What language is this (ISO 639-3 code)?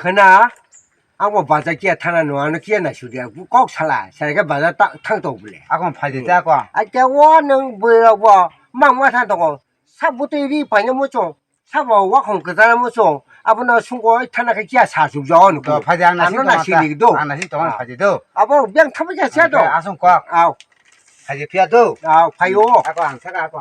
trp